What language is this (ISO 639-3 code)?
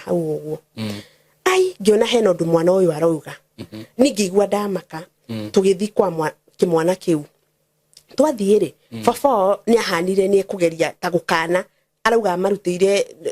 kik